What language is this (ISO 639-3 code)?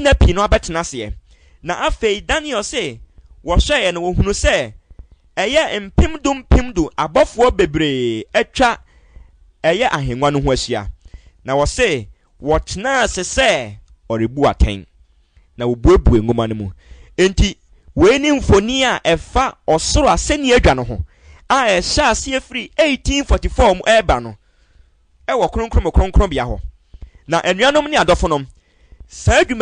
aka